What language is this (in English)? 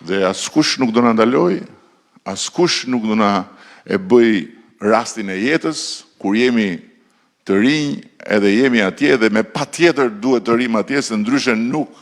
Albanian